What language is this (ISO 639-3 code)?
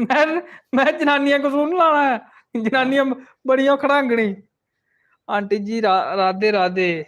doi